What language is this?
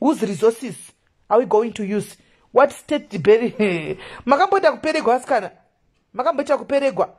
Shona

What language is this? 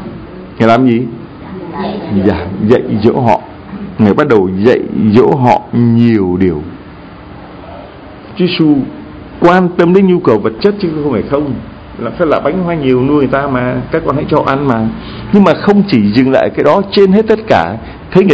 Vietnamese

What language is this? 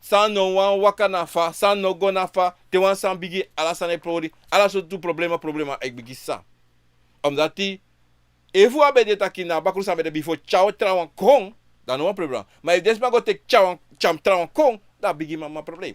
Sranan Tongo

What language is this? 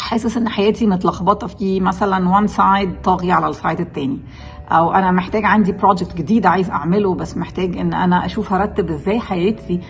Egyptian Arabic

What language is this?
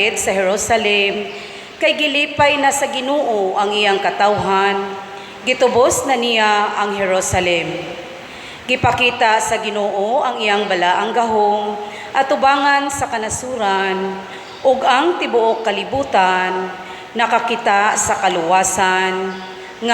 Cebuano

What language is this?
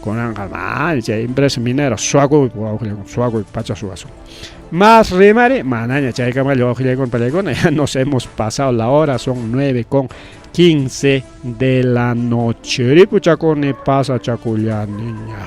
Ayacucho Quechua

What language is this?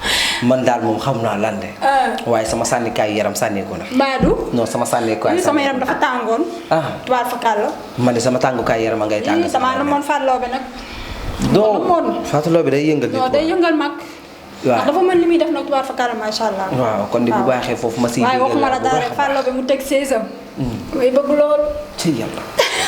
Wolof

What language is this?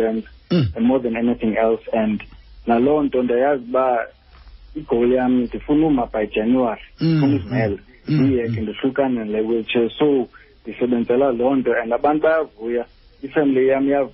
Xhosa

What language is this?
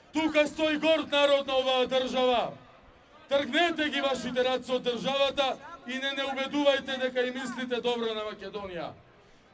Macedonian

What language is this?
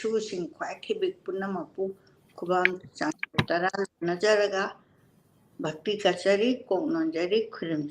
Manipuri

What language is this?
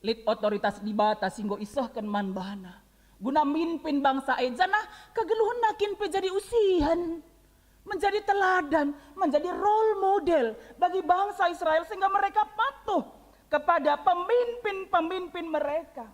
Batak Karo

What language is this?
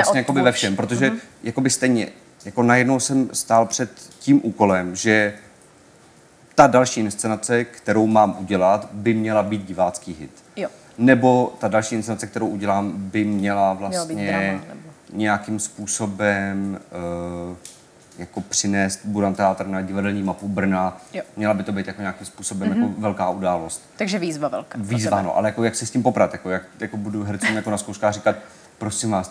Czech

